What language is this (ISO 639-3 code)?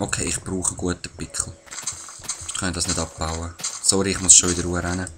gsw